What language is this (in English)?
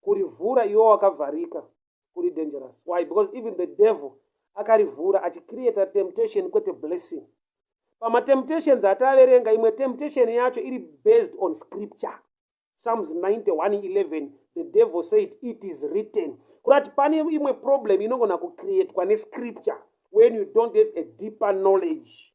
Shona